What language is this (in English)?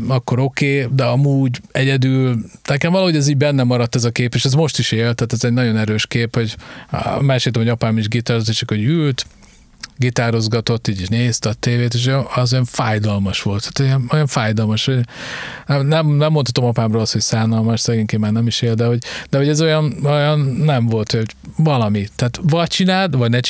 Hungarian